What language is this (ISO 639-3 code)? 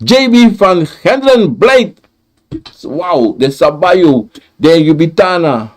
srn